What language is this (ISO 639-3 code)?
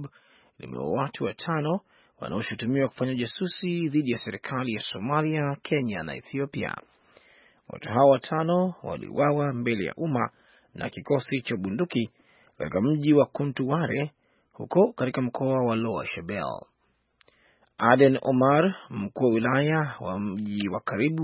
swa